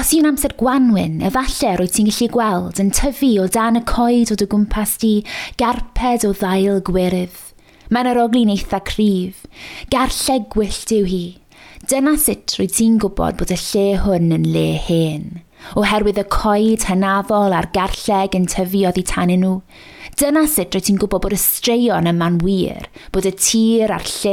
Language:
Welsh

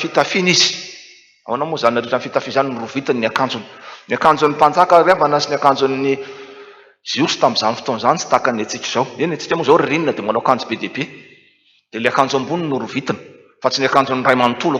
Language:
Malagasy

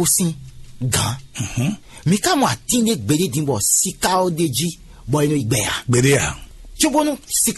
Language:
Fon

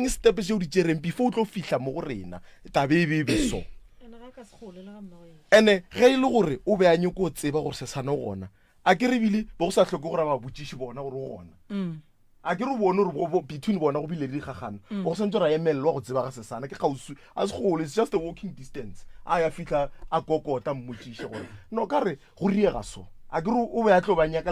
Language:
Northern Sotho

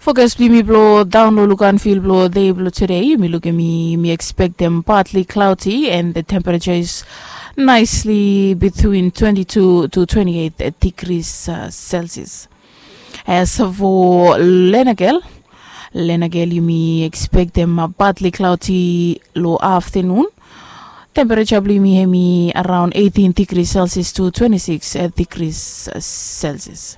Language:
Bislama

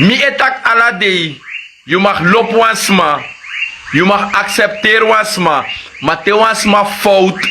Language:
Sranan Tongo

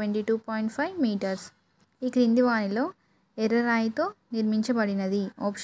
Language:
Telugu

